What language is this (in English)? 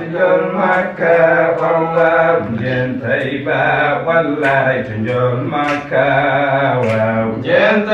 Fula